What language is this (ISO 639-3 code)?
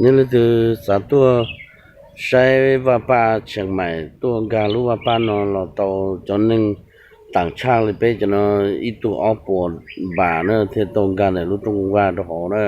hmn